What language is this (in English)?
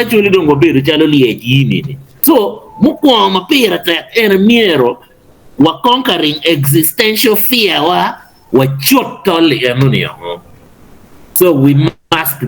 Acoli